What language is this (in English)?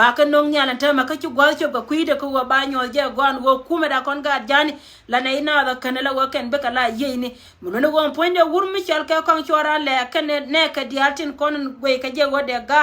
Nuer